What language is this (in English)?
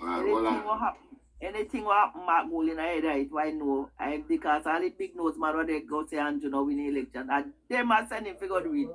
Jamaican Creole English